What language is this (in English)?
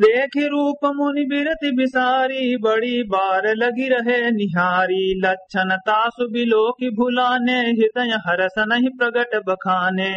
Awadhi